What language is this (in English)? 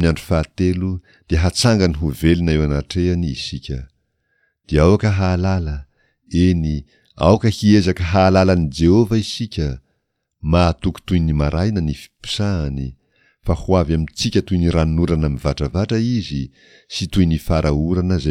Malagasy